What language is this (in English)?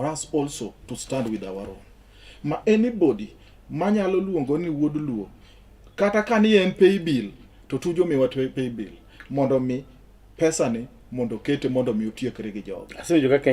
Luo (Kenya and Tanzania)